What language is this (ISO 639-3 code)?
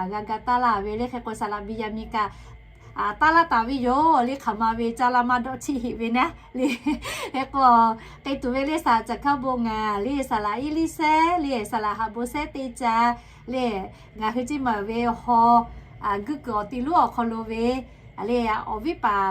lhu